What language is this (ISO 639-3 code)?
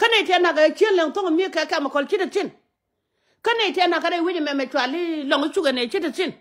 nus